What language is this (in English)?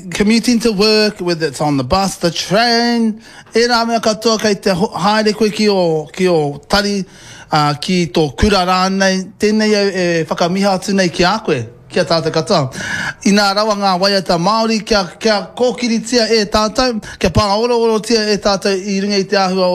Māori